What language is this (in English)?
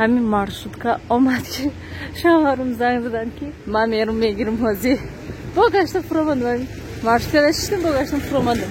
Tajik